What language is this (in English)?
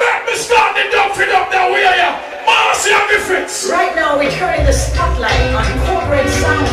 Jamaican Creole English